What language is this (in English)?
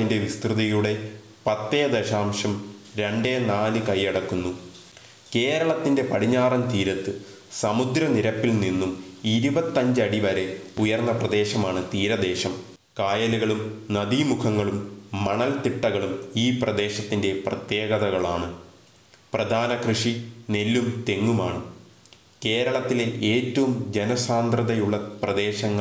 Malayalam